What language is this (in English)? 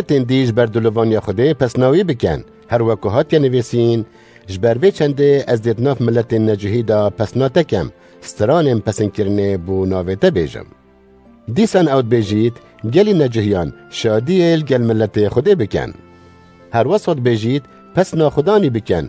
Kurdish